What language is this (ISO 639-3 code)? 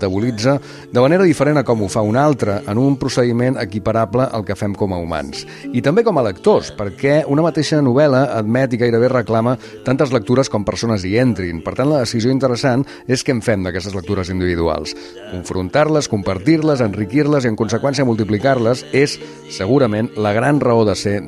cat